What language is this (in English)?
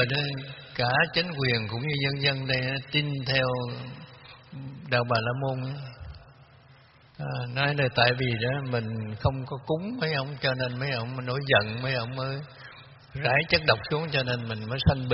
Vietnamese